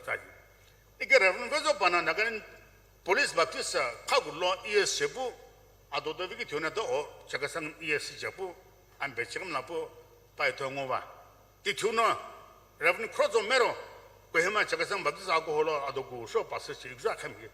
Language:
Sumi Naga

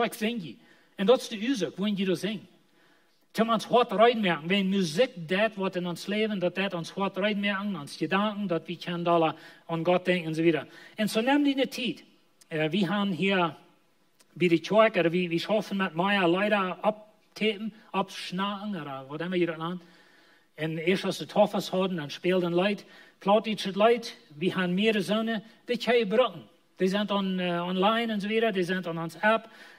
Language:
Plautdietsch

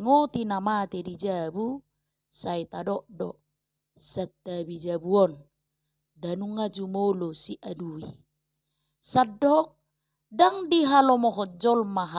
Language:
Batak Toba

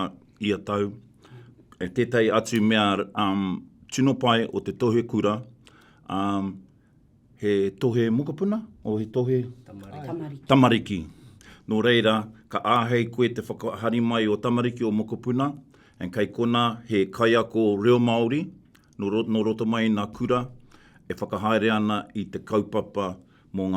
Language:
Māori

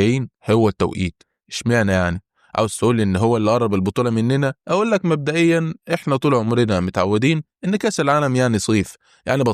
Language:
Egyptian Arabic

